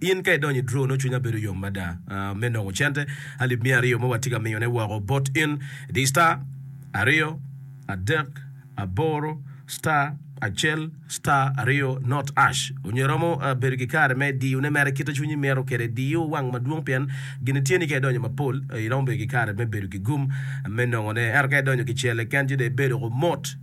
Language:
Acoli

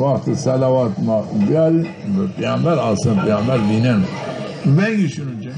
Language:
Zaza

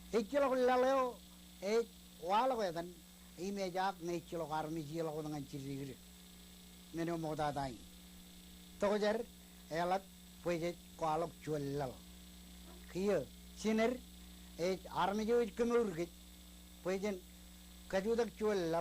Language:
Marshallese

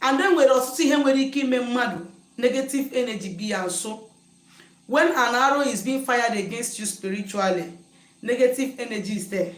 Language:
Igbo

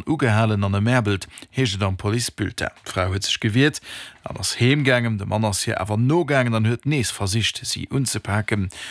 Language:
Luxembourgish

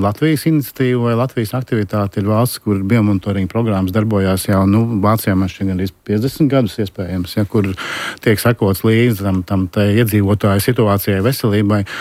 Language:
Latvian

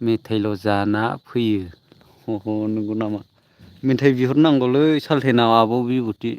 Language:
Bodo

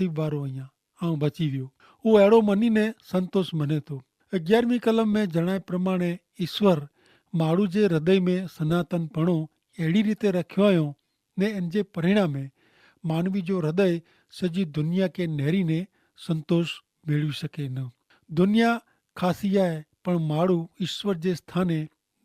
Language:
Kachhi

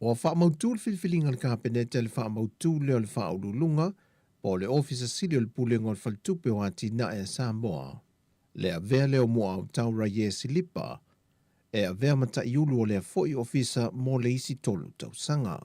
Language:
Samoan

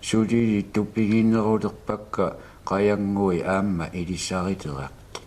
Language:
Kalaallisut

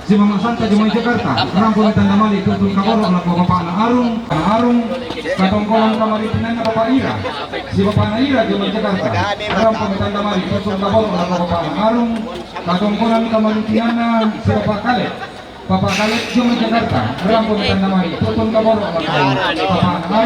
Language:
Toraja-Sa'dan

